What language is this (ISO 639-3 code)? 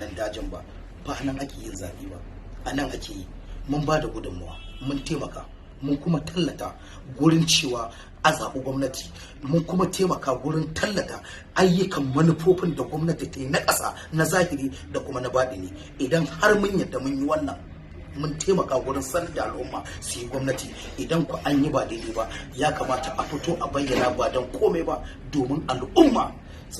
hau